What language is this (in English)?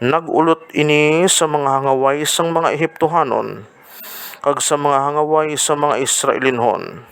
Hiligaynon